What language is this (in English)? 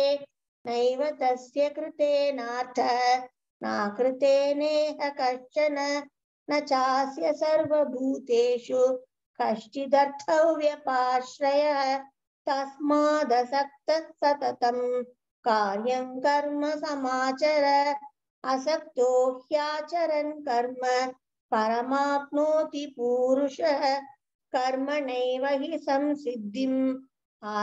Sanskrit